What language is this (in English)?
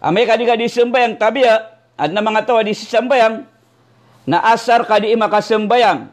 Maranao